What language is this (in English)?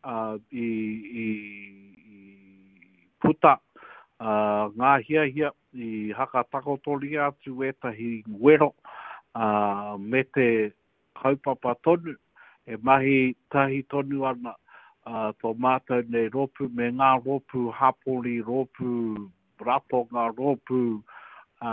Māori